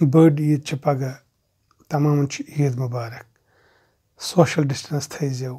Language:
Kashmiri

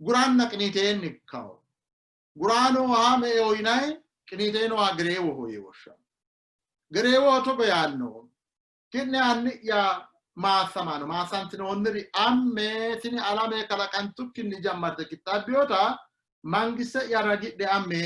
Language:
Sidamo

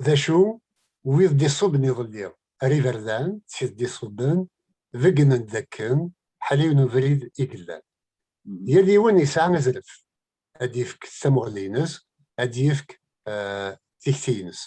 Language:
Kabyle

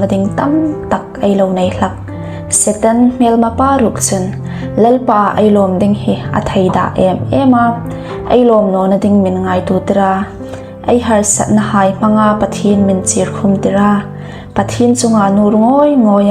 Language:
Hmar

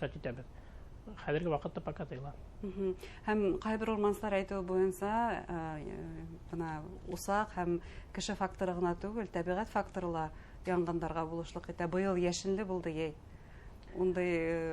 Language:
Bashkir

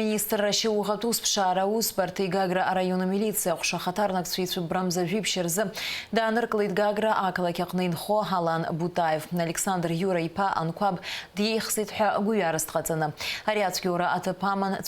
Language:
Abkhazian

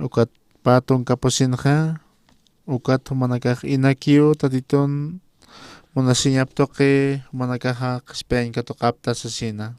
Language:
Aymara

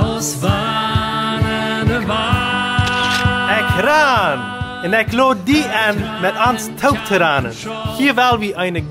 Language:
Plautdietsch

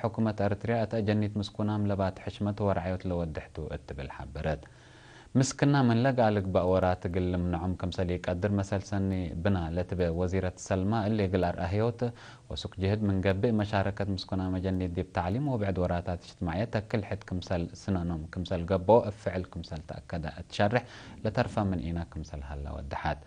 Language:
Tigre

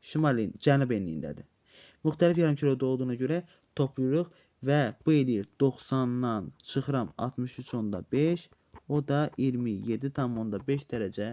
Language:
Azerbaijani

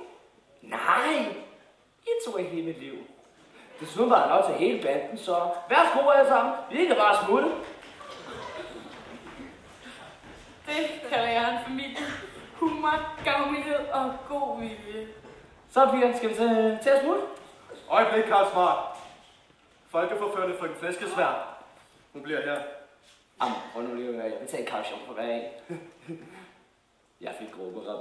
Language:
Danish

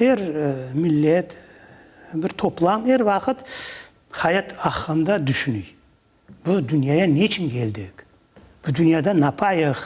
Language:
Crimean Tatar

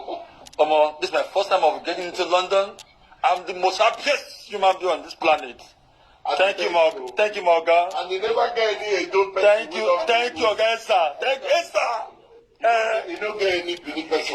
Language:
Nigerian Pidgin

